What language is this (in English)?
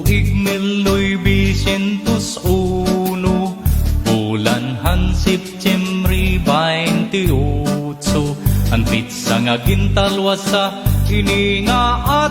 Waray